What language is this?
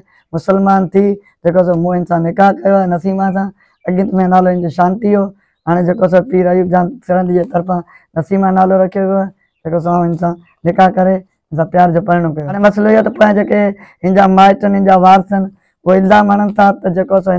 Sindhi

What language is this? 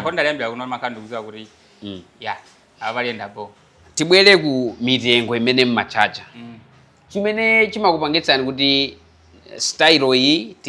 Nyanja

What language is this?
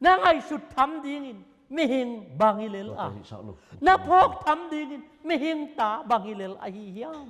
Tedim Chin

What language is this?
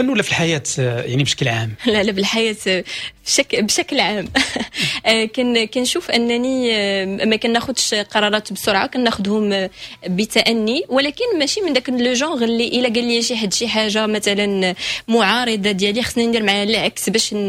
Moroccan Arabic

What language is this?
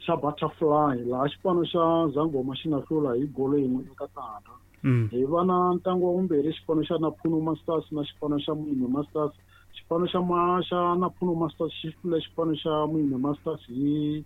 Tsonga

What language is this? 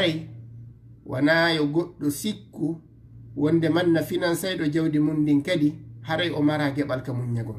Fula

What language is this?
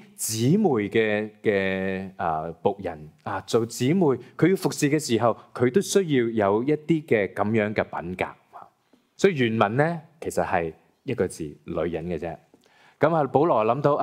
Cantonese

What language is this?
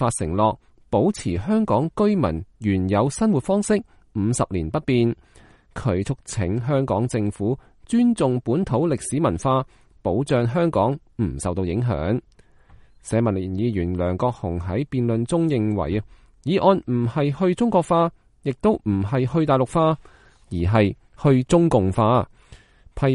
Cantonese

